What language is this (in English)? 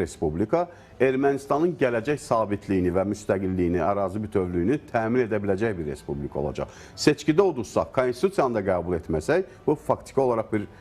Azerbaijani